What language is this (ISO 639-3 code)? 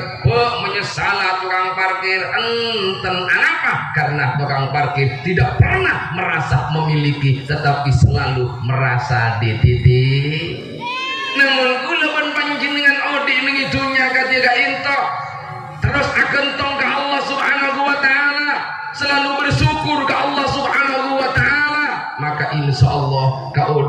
mad